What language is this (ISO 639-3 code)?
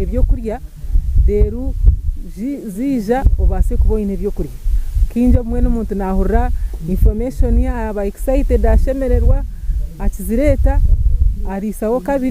nyn